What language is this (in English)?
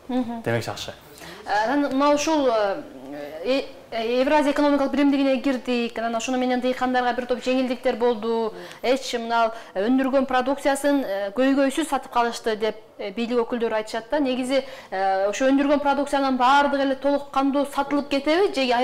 Kyrgyz